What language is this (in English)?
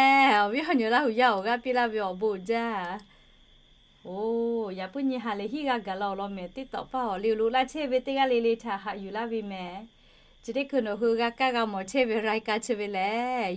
Lahu